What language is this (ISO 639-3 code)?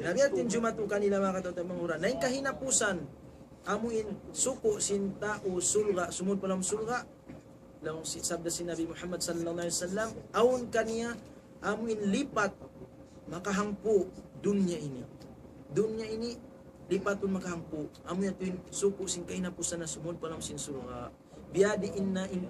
tsg